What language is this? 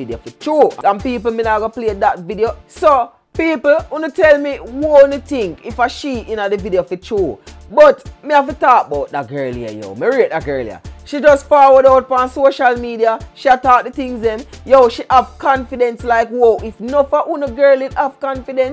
Jamaican Creole English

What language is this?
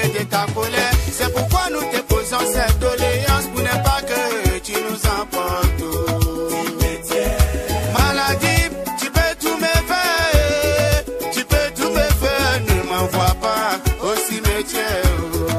French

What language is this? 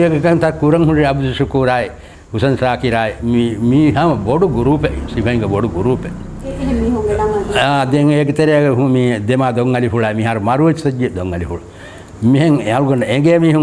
Divehi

